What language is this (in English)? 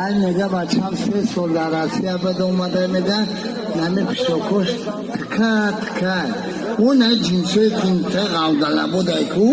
Tajik